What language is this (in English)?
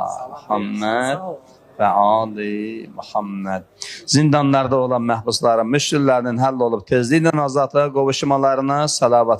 Azerbaijani